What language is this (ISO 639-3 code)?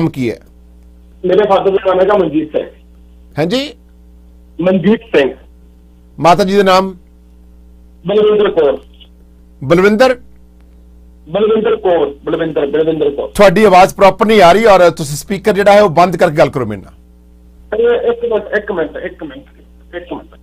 pan